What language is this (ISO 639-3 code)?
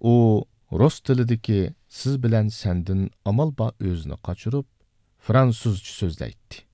uig